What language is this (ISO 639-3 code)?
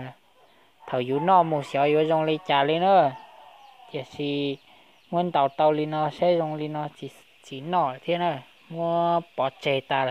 hmn